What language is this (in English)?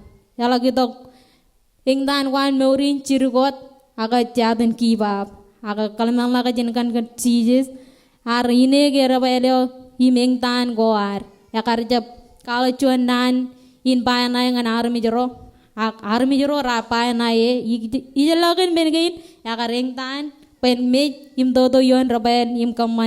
Marshallese